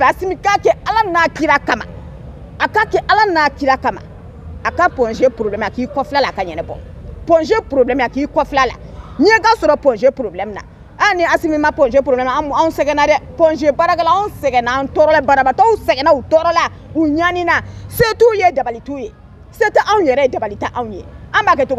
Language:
Bambara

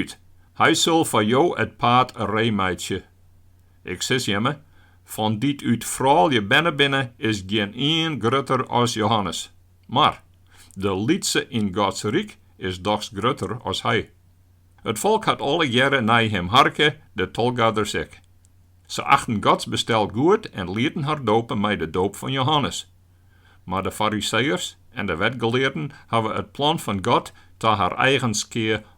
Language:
Western Frisian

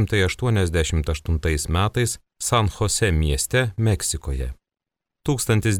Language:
Lithuanian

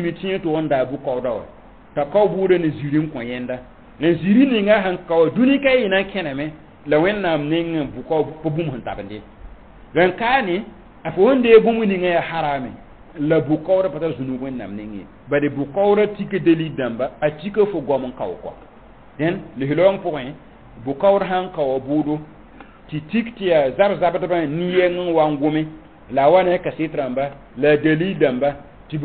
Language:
Mossi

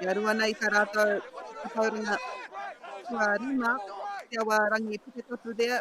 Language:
Māori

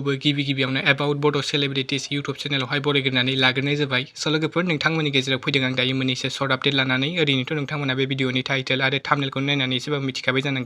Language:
Bodo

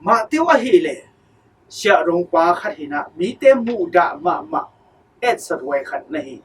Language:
Tedim Chin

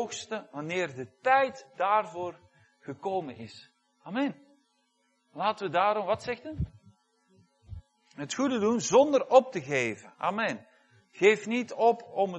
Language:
Dutch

